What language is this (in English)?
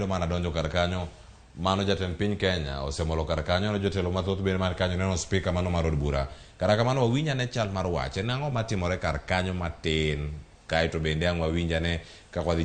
Luo (Kenya and Tanzania)